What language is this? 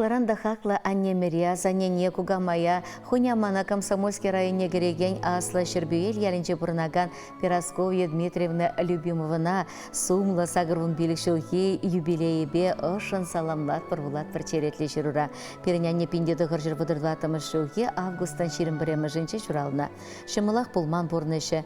Chuvash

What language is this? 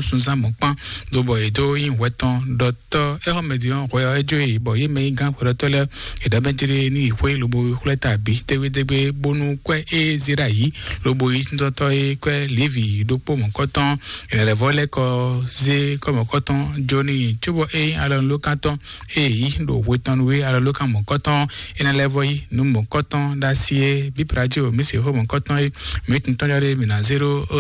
Fon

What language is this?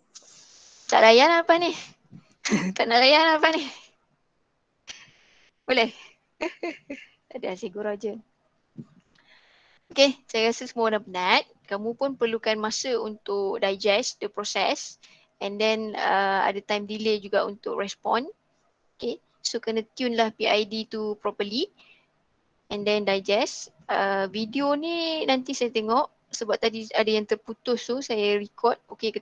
Malay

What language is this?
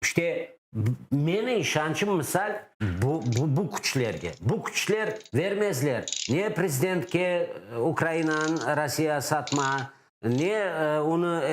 Crimean Tatar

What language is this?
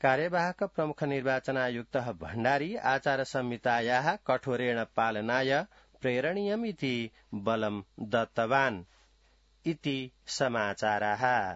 Sanskrit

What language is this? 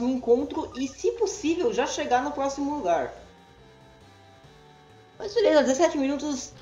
Portuguese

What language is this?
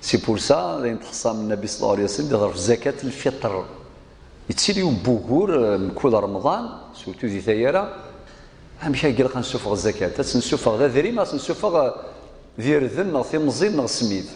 Kabyle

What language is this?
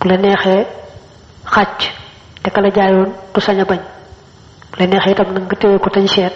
Wolof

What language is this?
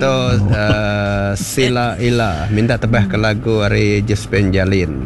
Iban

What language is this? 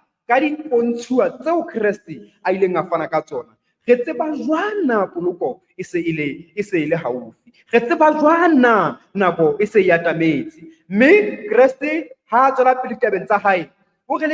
Southern Sotho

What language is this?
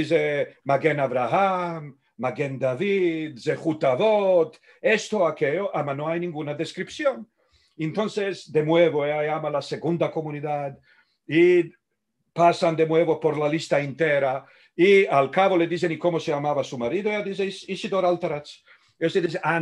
Ladino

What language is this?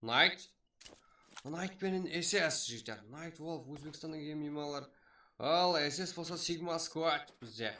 Kara-Kalpak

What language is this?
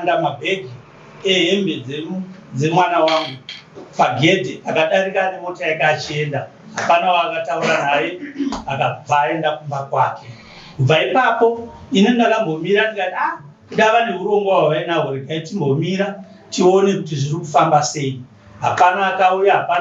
Shona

